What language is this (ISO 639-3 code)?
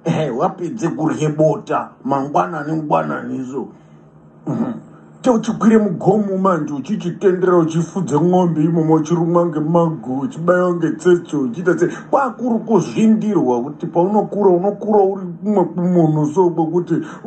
sna